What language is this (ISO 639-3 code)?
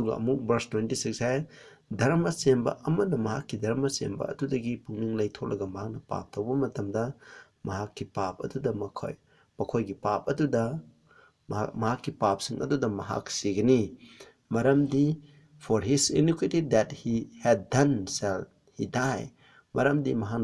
mni